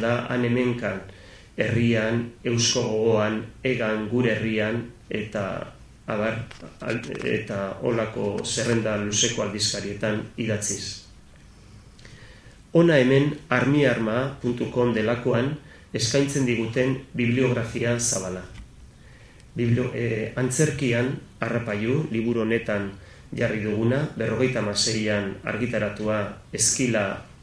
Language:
Basque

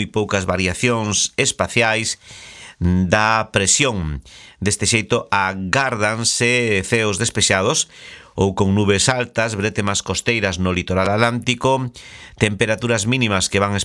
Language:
Galician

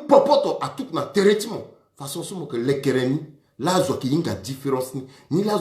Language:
Sango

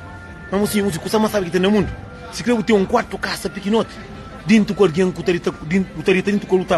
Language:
Kabuverdianu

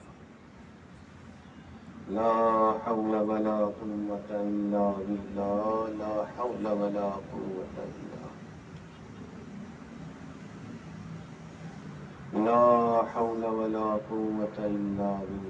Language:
Urdu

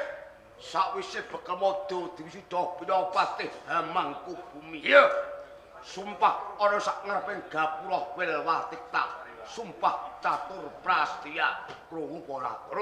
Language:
Javanese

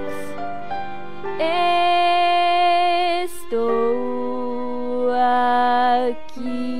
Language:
Portuguese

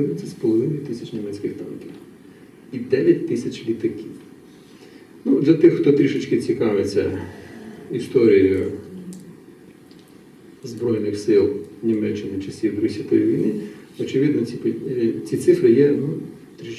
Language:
Ukrainian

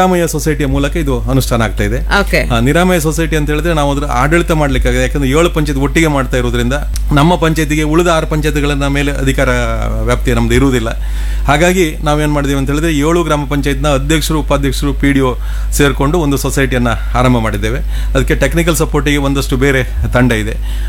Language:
Kannada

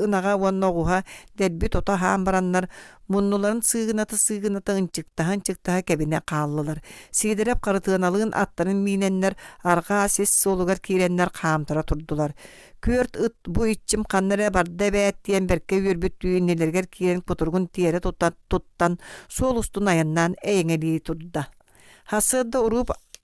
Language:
Yakut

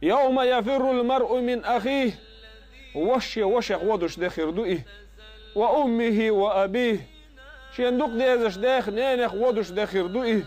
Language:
Chechen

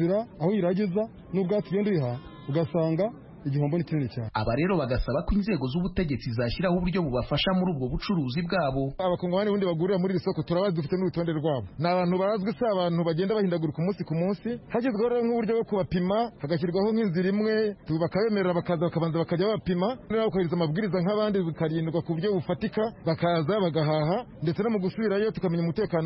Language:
Kinyarwanda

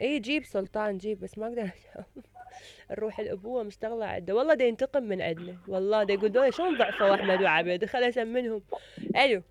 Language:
Mesopotamian Arabic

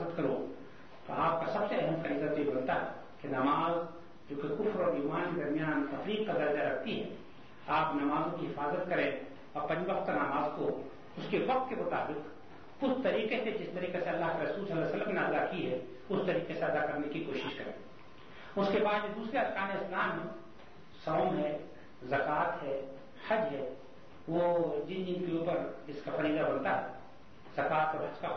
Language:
Urdu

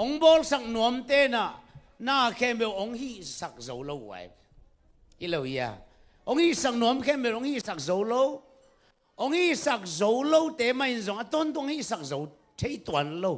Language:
Tedim Chin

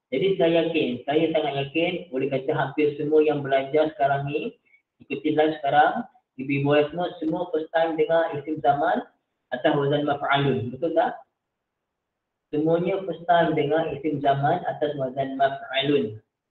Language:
Malay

